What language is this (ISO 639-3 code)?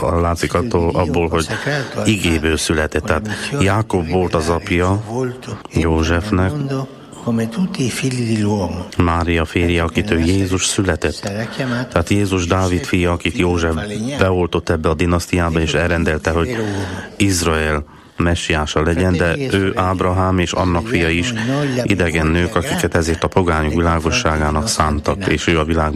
hun